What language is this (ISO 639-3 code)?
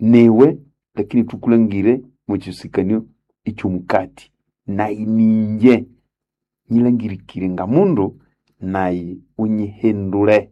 nnb